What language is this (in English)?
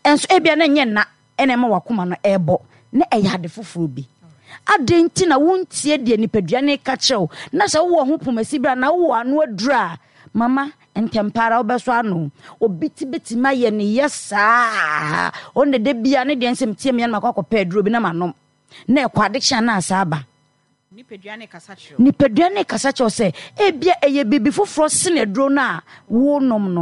Akan